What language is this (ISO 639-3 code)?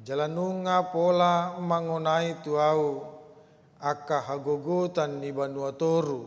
bbc